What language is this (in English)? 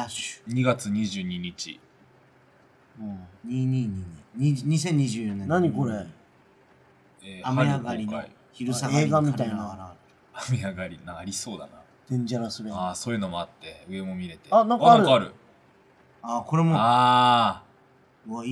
Japanese